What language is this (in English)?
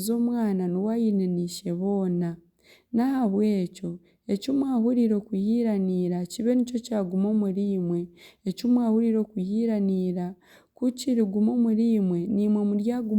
Nyankole